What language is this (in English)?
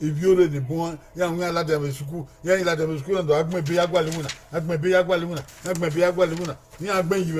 Bini